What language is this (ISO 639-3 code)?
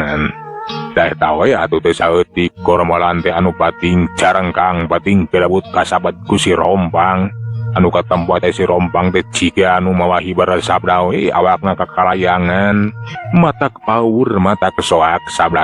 sun